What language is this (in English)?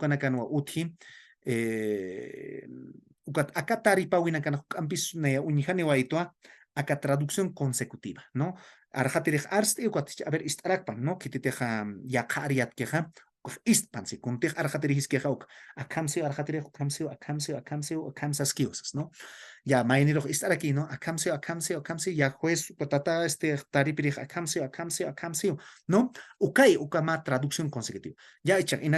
Aymara